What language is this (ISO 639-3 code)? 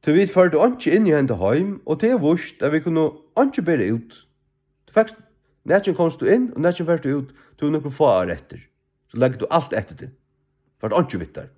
fao